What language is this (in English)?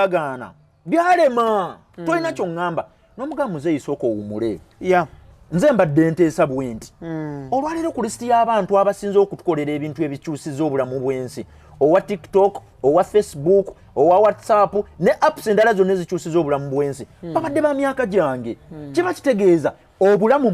Ganda